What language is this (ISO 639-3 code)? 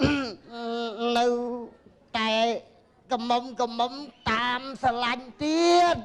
khm